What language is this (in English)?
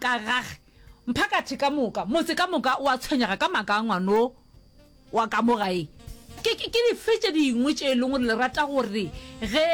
Northern Sotho